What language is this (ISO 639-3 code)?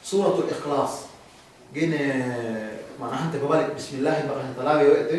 yka